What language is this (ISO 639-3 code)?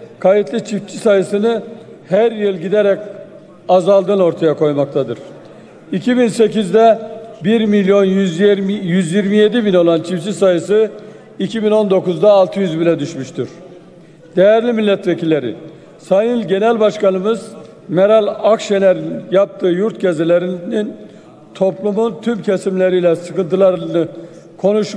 tur